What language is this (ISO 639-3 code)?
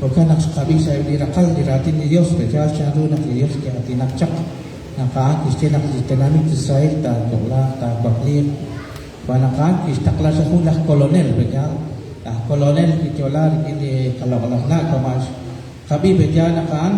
kek